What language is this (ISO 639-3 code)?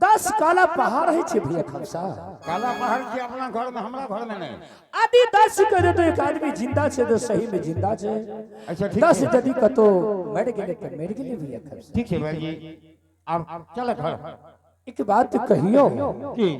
anp